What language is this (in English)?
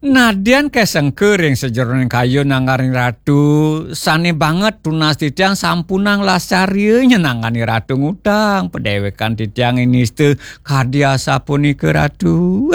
Balinese